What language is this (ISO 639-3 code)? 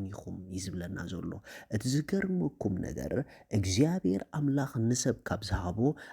tir